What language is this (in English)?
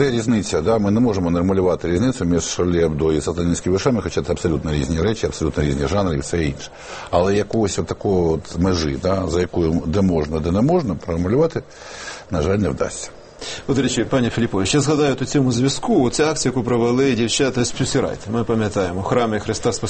Ukrainian